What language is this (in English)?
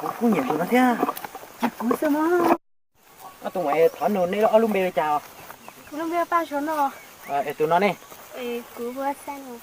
Hmong